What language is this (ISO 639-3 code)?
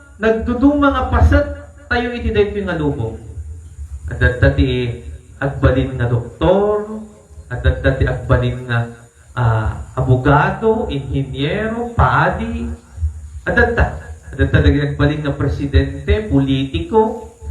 ilo